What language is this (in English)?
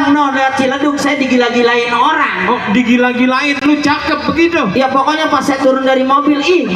Betawi